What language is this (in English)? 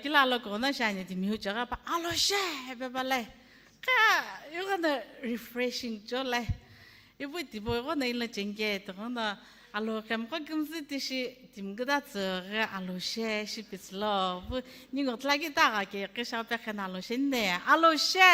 Sumi Naga